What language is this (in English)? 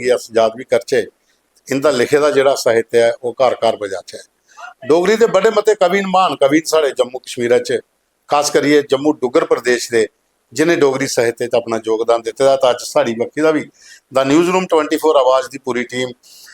Dogri